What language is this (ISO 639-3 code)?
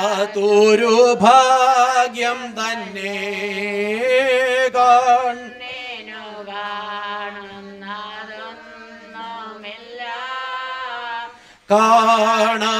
mal